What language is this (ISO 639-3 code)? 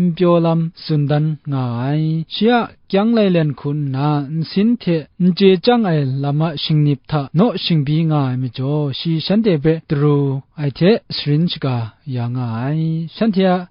kac